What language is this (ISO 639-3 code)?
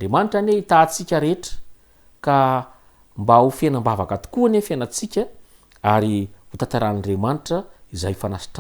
mlg